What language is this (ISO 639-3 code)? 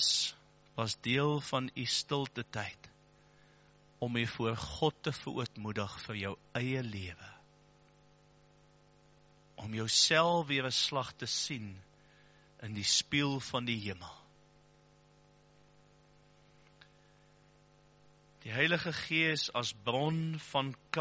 afr